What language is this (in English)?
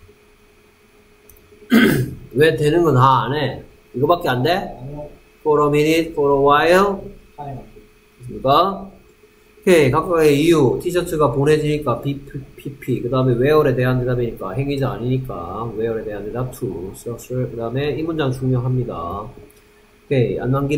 Korean